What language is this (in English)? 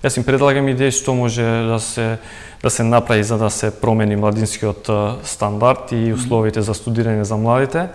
Macedonian